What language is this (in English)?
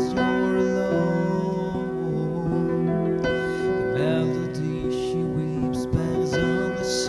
English